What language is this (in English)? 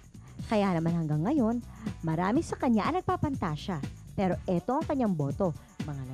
Filipino